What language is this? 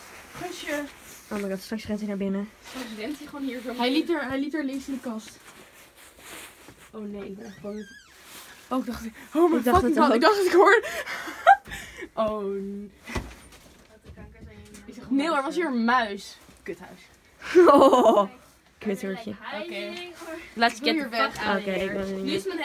Dutch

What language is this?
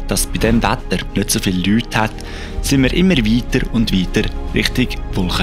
Swiss German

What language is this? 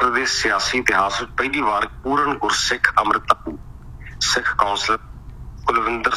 Punjabi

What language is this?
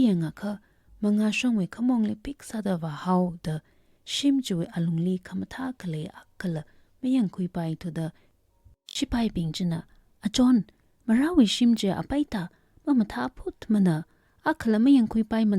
Tangkhul Naga (India)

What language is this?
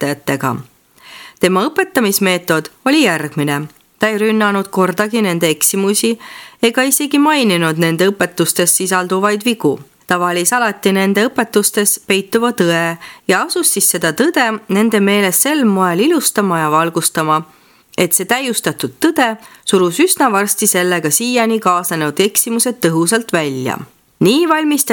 Estonian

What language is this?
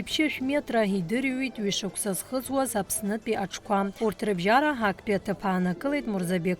Abkhazian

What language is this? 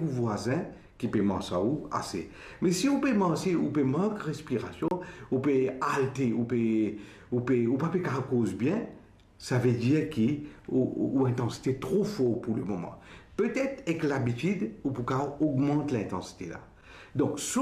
Morisyen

